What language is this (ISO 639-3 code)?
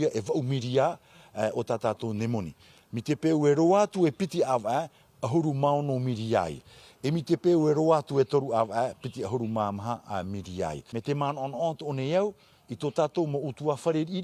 tah